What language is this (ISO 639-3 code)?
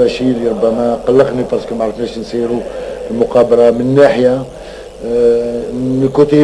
arq